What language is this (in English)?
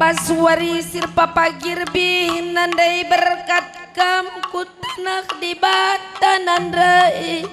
Batak Karo